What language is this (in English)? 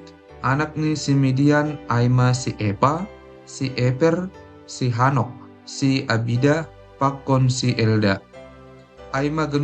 Batak Simalungun